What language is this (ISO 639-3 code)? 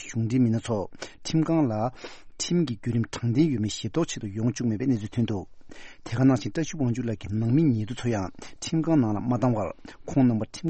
bod